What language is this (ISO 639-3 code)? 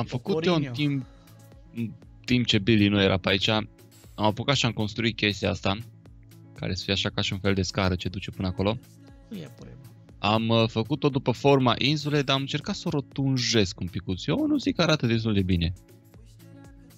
ron